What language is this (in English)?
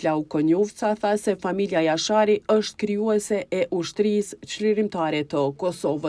Albanian